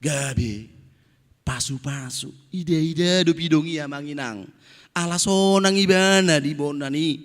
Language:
Batak Toba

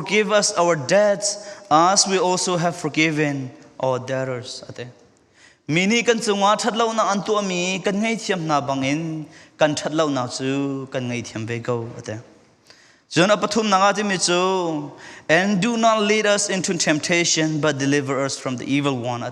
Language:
Falam Chin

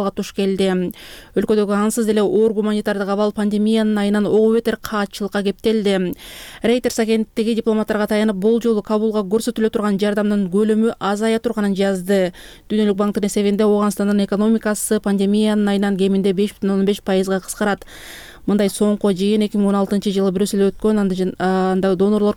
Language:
Kyrgyz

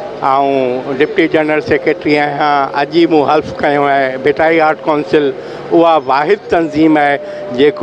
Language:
Sindhi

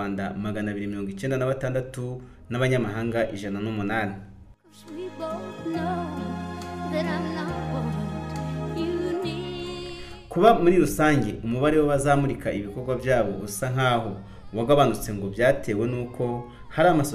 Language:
Kinyarwanda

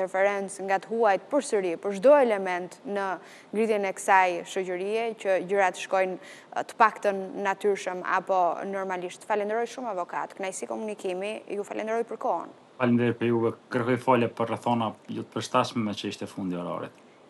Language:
Albanian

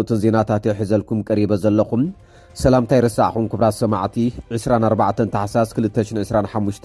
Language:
Tigrinya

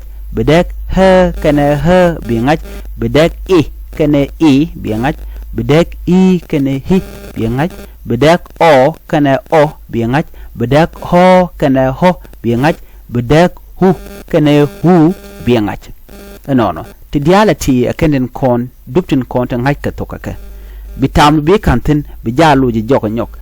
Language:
Nuer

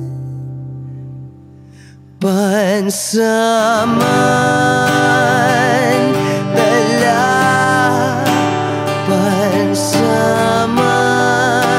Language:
Filipino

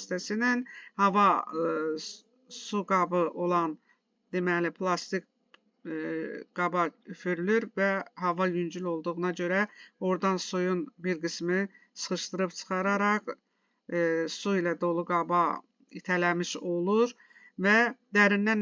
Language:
Azerbaijani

